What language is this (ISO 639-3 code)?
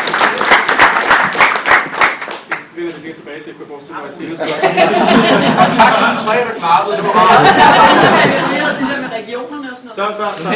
dan